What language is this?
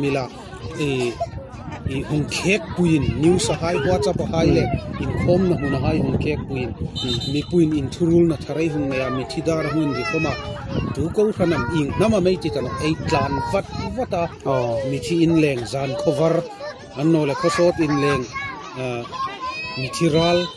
Hmar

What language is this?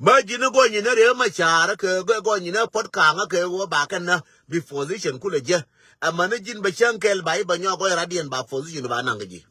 Nuer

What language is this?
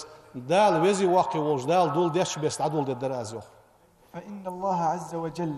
Ingush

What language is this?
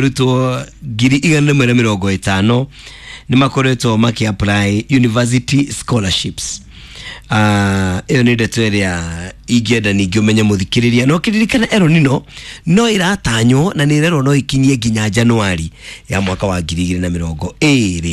Kikuyu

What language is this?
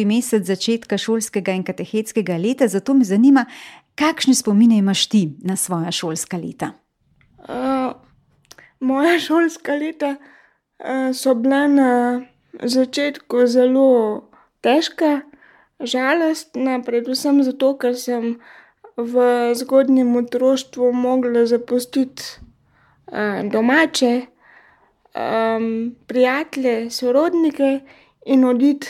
Slovenian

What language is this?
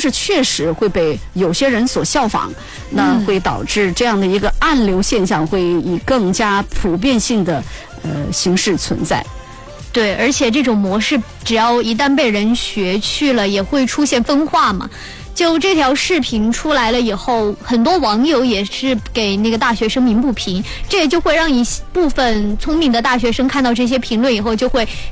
Chinese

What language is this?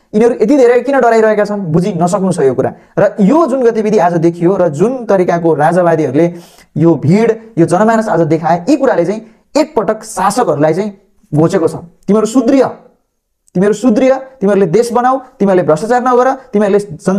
Nepali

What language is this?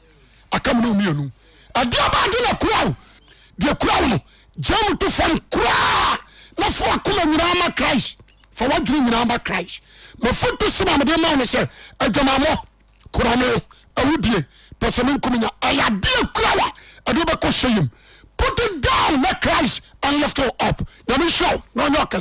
Akan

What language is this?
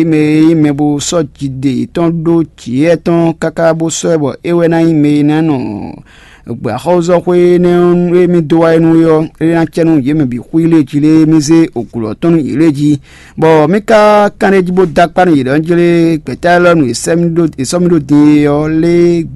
Fon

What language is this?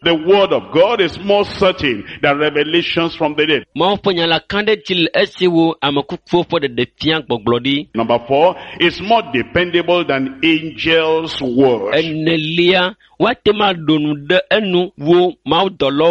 Ewe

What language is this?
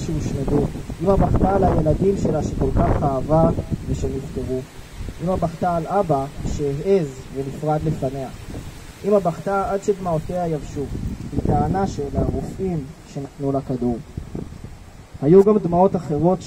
Hebrew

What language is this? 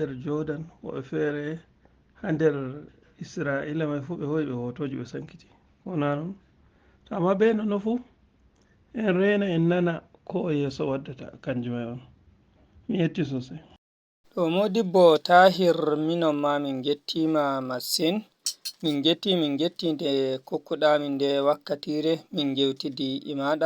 Fula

